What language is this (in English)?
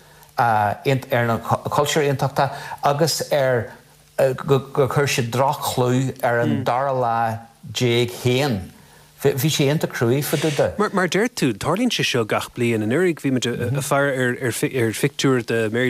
Irish